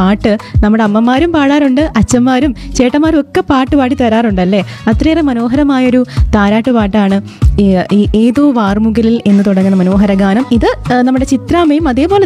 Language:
Malayalam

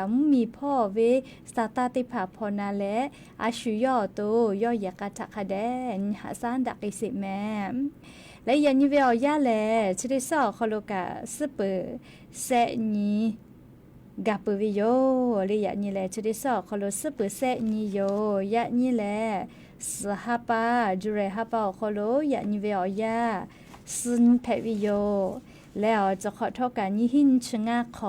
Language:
Lahu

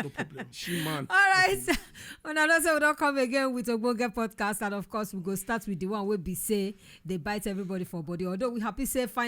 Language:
Nigerian Pidgin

